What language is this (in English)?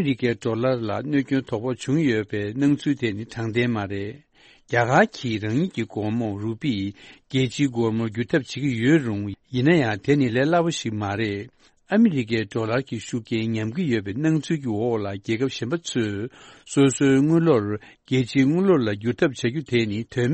Tibetan